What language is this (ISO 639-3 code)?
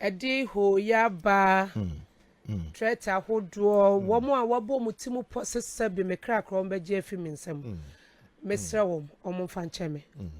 aka